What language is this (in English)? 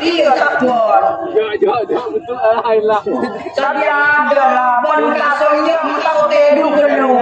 Madurese